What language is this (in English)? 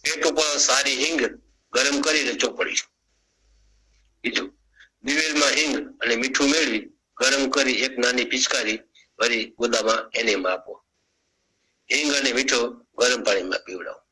Gujarati